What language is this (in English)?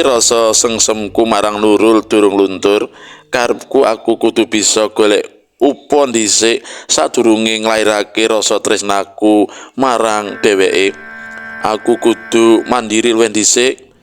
Javanese